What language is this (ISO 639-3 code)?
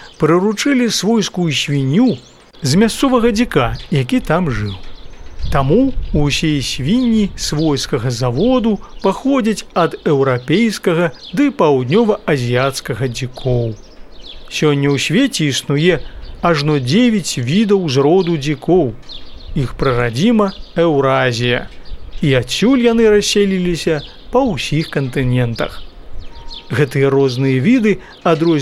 bel